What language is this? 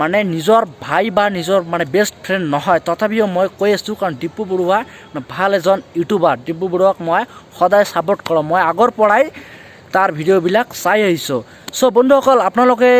Assamese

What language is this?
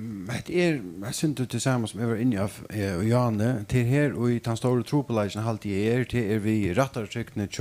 Faroese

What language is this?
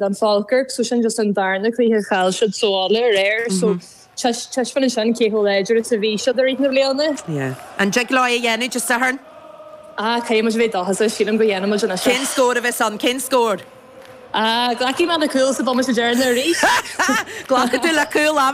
Irish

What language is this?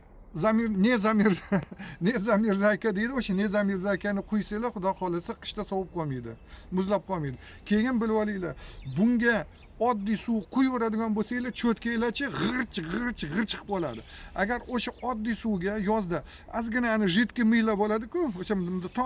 Uzbek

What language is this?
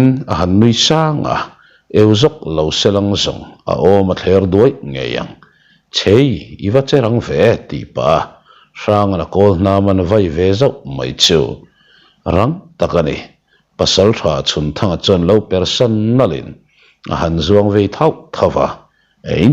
Mizo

